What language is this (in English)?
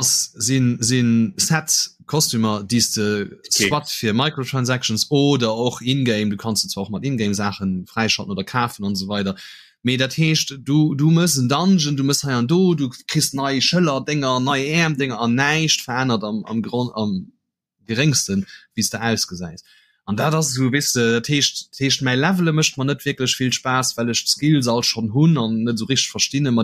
Luxembourgish